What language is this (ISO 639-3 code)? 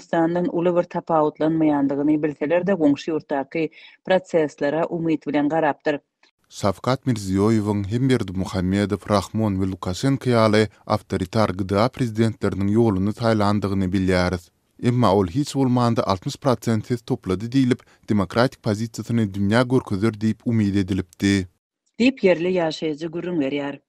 tuk